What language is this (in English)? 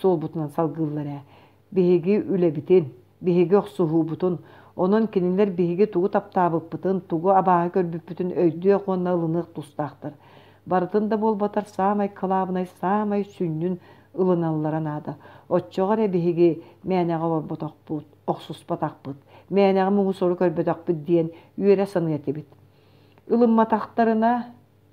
Yakut